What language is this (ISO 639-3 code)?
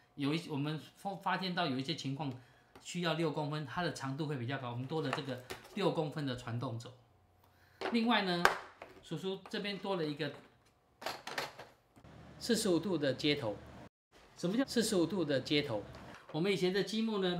zho